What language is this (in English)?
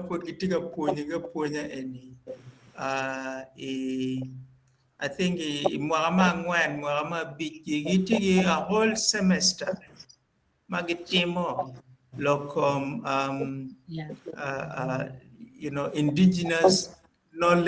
Acoli